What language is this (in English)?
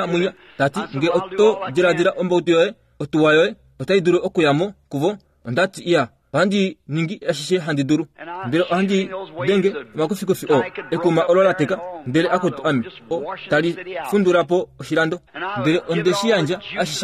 Kuanyama